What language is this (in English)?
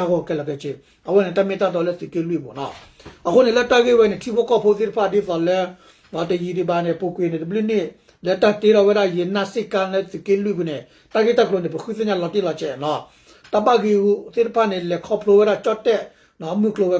S'gaw Karen